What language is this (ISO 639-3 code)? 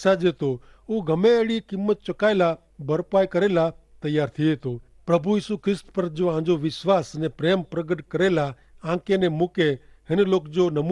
kfr